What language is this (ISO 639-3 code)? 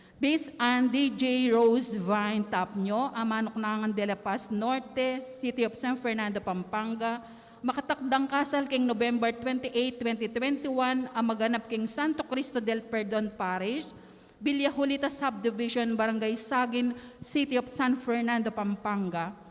pam